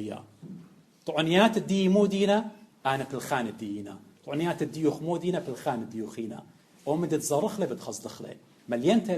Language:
Assyrian Neo-Aramaic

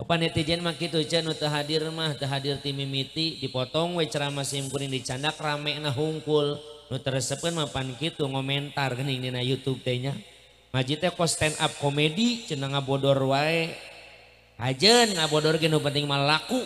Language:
Sundanese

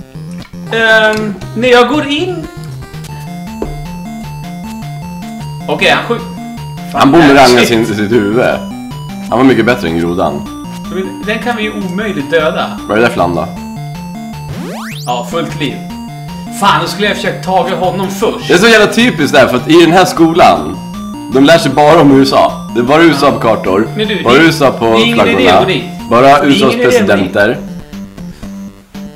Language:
Swedish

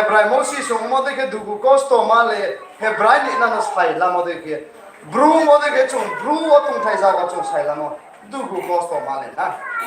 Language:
Riang (India)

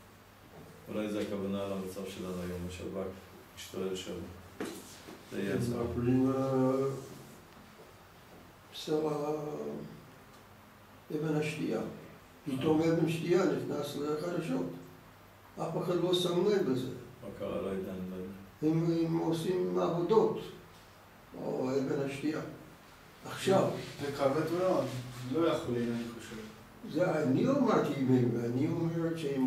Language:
Hebrew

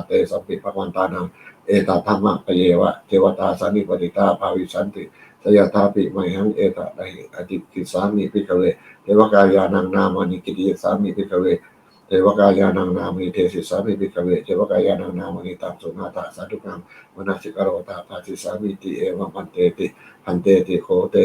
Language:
Pali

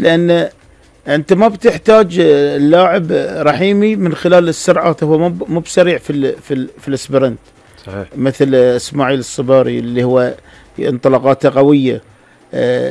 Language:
Gulf Arabic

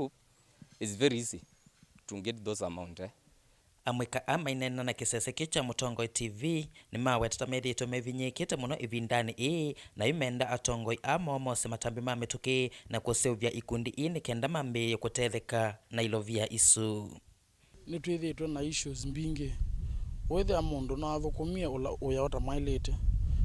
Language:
Kamba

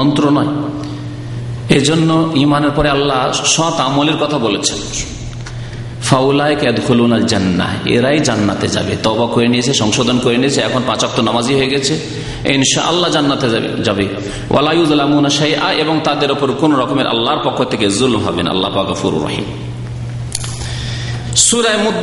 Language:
Bangla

